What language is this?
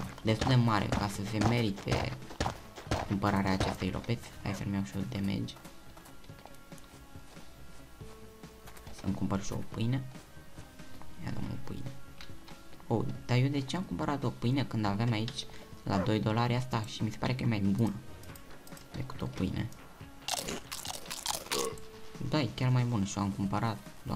Romanian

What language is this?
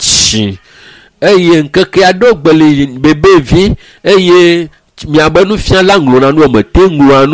Ewe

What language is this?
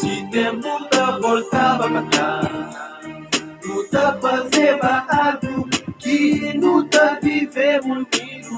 Kabuverdianu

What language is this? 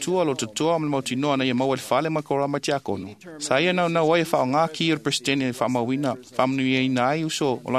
Samoan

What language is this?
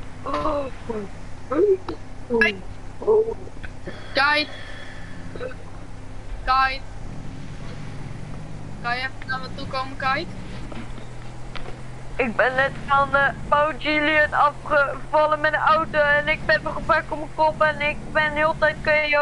Dutch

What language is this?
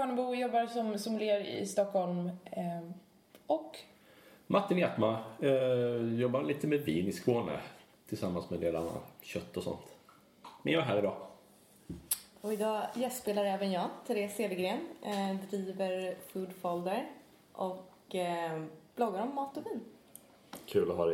Swedish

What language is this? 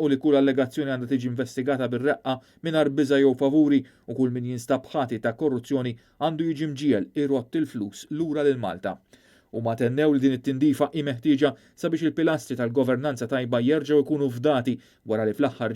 Maltese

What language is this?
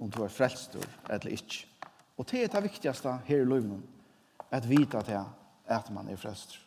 Faroese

